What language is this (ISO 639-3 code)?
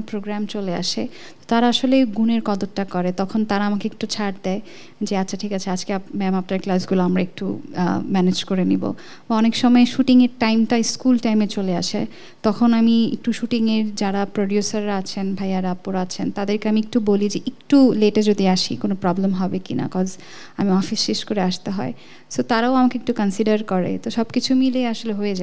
ben